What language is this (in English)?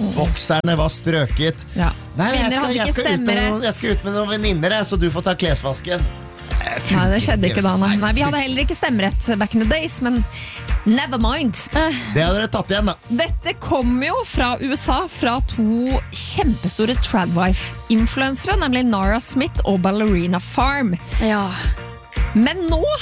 Norwegian